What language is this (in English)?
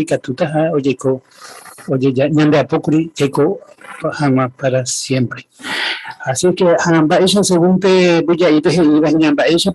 Guarani